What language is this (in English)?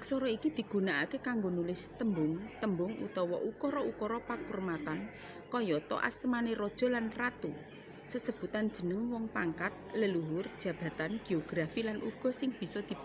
Javanese